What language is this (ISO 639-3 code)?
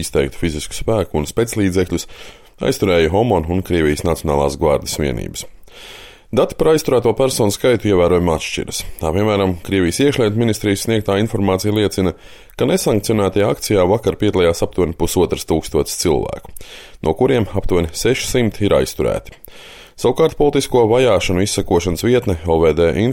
lav